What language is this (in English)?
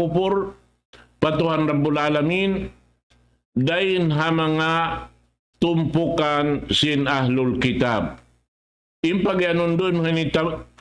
Tausug